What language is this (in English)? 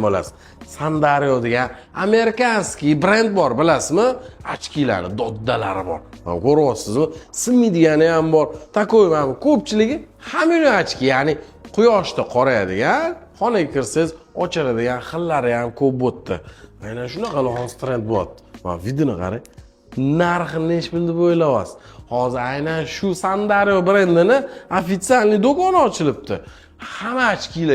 Uzbek